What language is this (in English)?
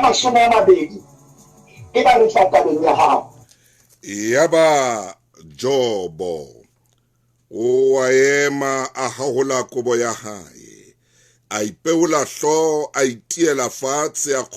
Southern Sotho